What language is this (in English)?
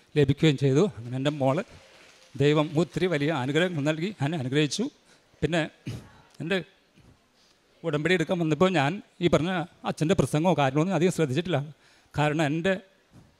Malayalam